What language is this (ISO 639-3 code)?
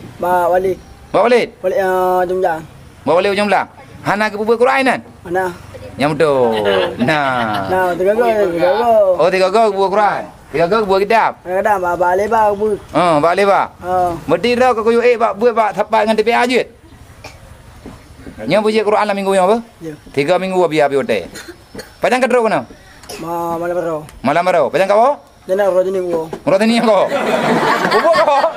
msa